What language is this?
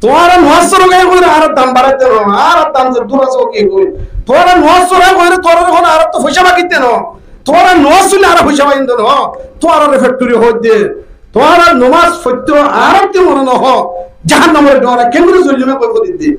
Rohingya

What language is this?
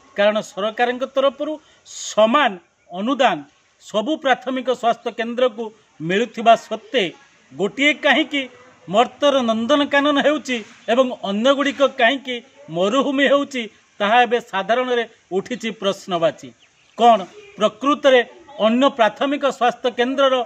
Odia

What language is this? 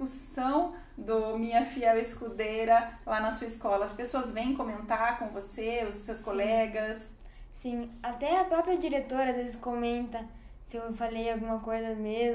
Portuguese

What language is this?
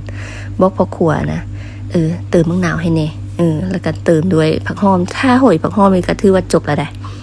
Lao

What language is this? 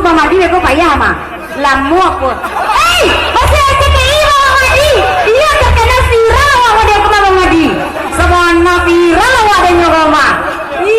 Minangkabau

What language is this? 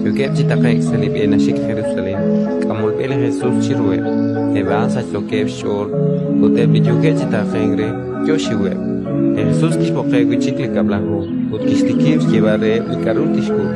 Kekchí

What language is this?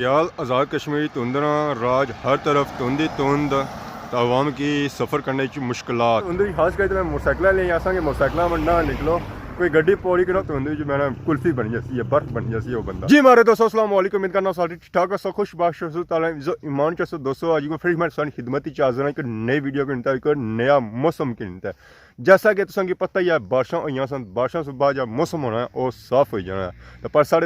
Pahari-Potwari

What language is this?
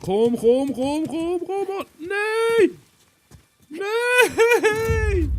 Swiss German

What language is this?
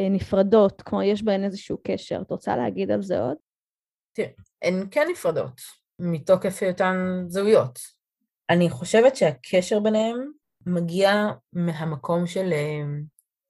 Hebrew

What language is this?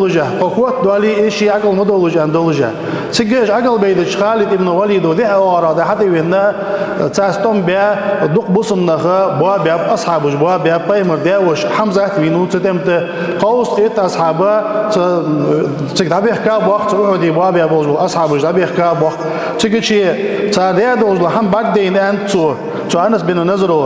Ingush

